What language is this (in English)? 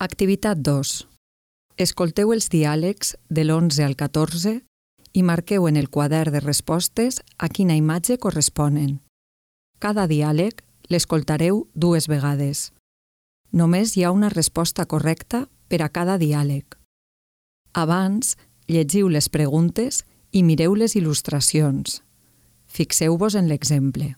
Catalan